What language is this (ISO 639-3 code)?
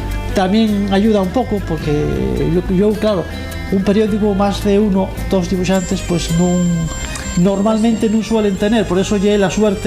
ast